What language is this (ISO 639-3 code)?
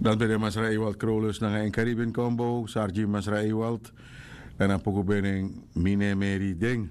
srn